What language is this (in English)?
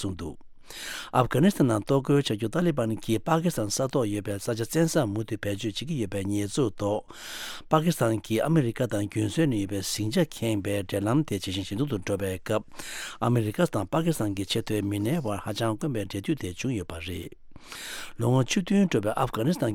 Tibetan